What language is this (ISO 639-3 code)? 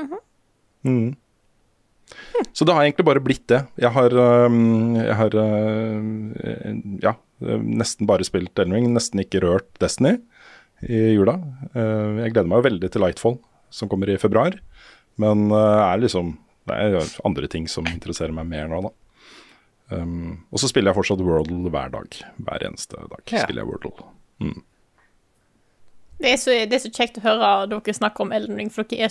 nor